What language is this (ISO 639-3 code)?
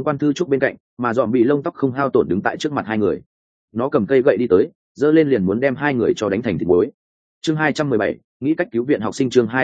vie